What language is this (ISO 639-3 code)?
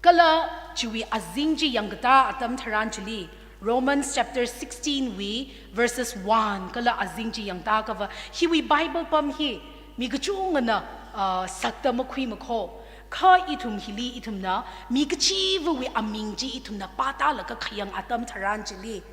nmf